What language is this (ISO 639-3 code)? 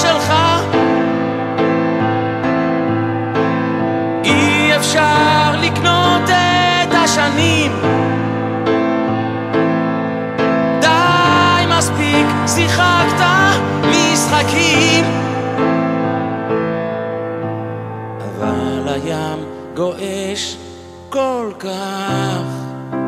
heb